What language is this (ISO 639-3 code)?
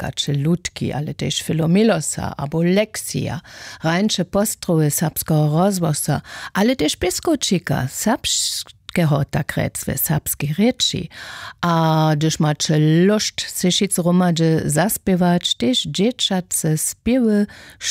hsb